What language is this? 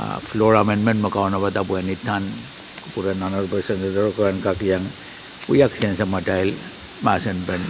Pohnpeian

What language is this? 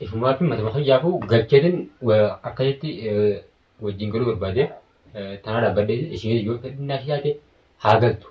Oromo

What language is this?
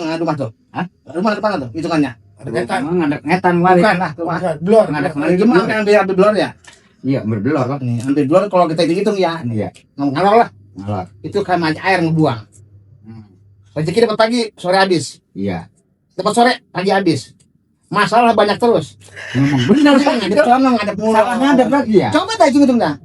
Betawi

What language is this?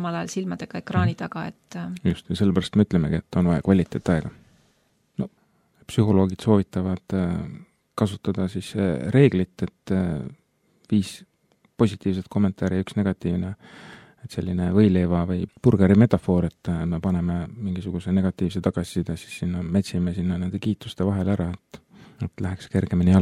Estonian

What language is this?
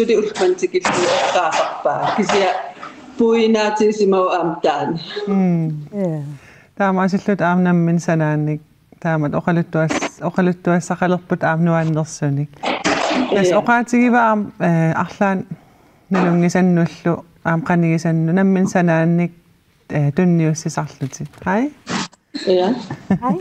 Kalaallisut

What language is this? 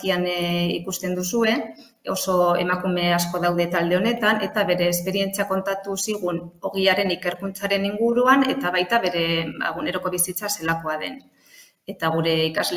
Basque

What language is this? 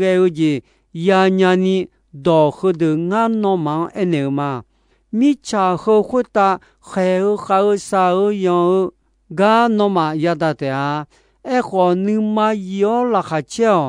Akha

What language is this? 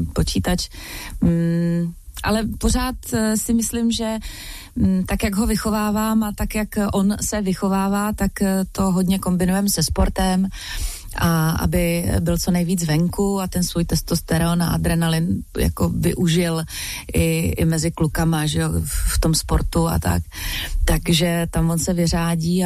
Czech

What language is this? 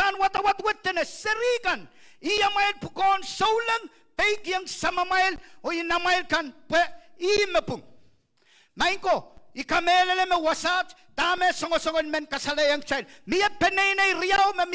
Pohnpeian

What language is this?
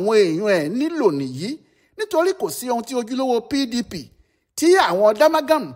Yoruba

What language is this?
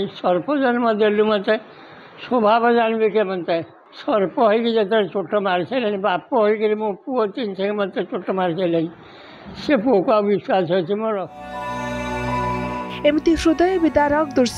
Odia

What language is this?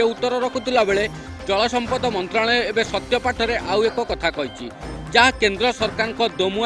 Odia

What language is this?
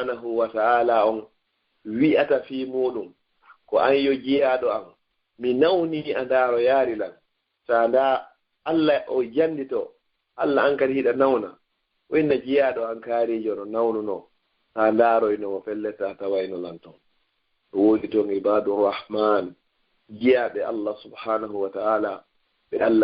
Fula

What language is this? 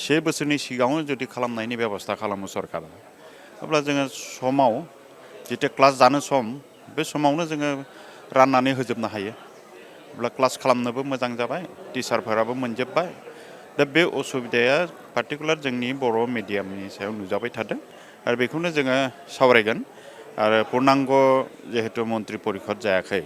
Bodo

